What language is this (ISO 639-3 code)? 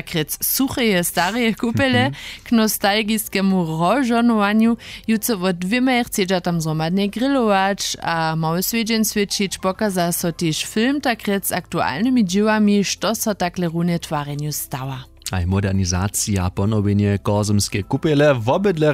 hsb